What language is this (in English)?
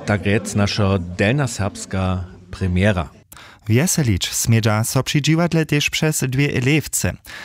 Upper Sorbian